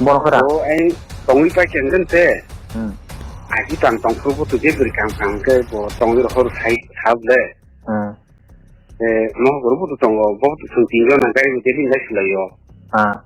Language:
Kok Borok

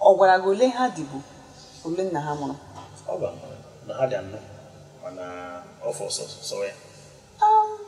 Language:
Igbo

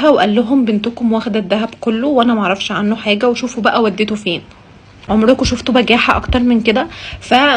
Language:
Egyptian Arabic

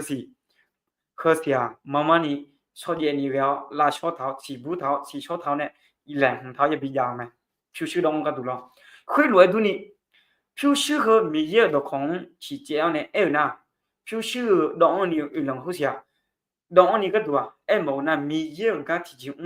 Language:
Akha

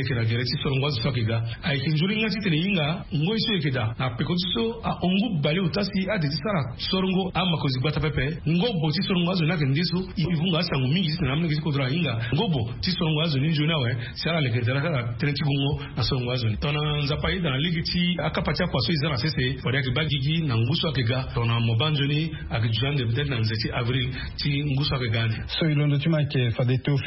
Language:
Sango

